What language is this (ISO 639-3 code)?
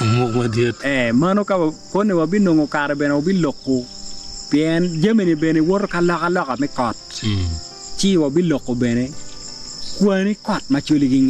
ach